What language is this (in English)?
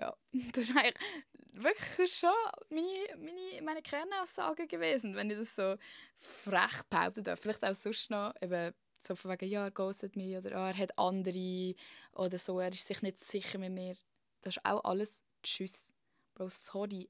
Swiss German